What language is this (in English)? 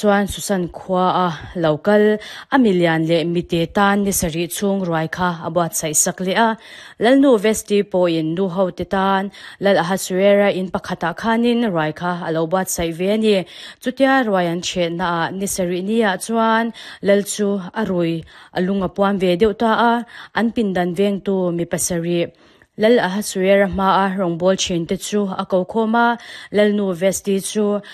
Mizo